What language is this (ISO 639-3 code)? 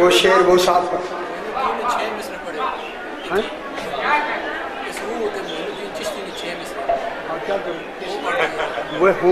urd